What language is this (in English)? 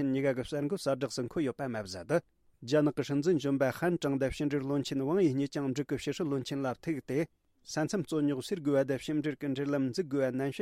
Tibetan